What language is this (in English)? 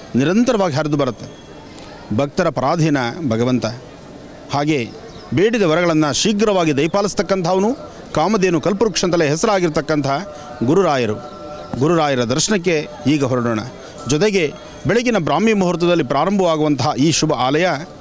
Kannada